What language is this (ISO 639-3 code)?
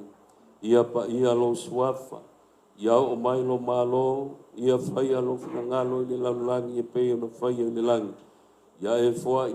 smo